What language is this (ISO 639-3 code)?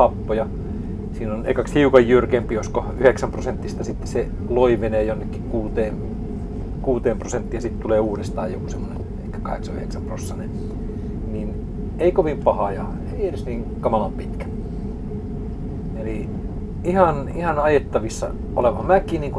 fin